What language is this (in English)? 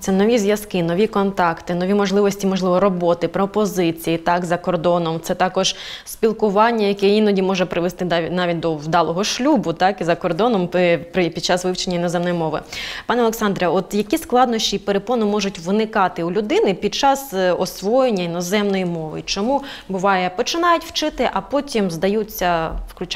Ukrainian